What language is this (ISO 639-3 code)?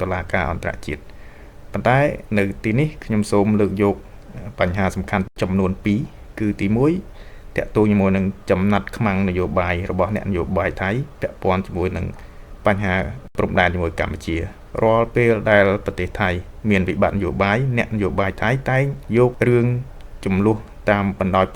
khm